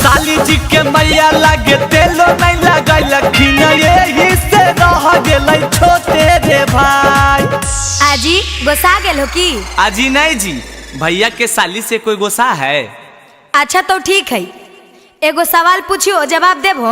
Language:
Magahi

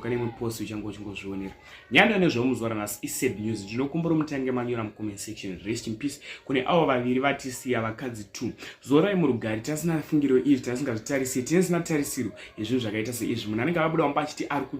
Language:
Shona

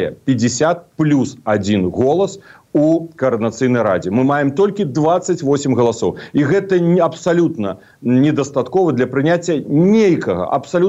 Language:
Belarusian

